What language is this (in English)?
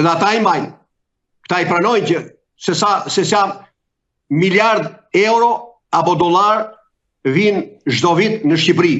Albanian